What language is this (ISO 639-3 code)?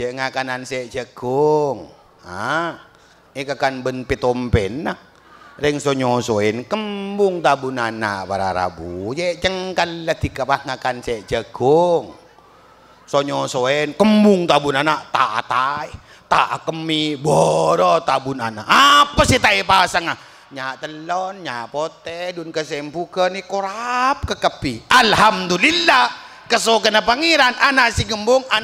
mad